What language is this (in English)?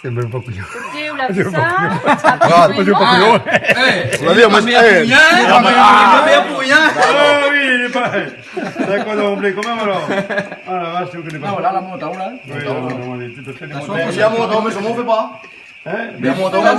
Réunion Creole French